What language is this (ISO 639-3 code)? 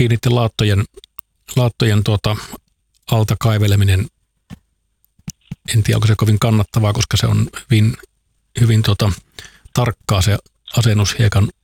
fin